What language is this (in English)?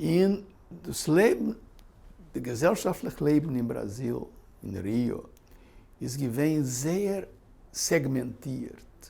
Yiddish